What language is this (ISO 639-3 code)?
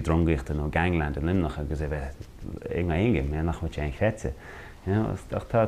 gle